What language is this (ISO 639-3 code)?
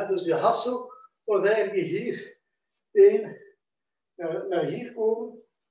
nld